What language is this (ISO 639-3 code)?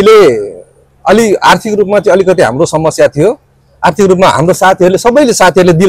nep